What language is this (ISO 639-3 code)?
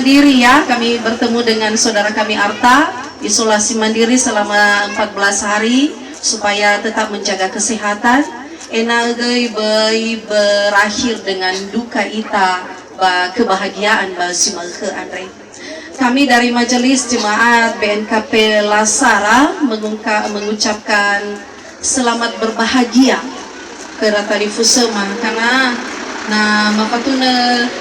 nia